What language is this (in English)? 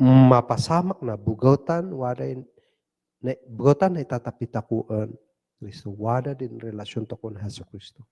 Kankanaey